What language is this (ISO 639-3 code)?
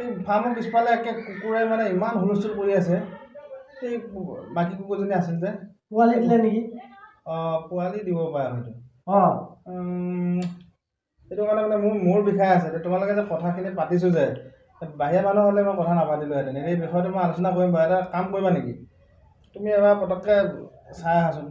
asm